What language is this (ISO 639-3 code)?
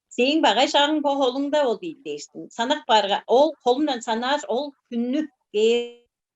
tyv